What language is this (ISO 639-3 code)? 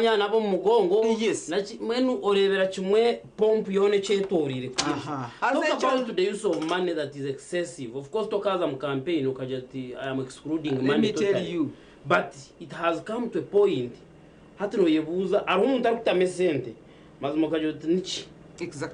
nyn